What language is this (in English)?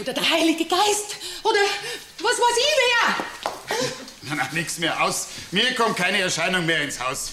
Bavarian